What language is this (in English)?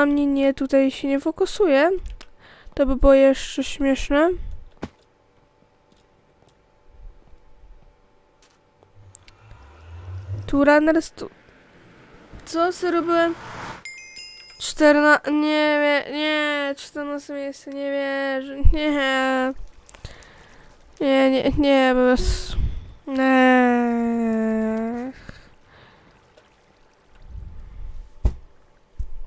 Polish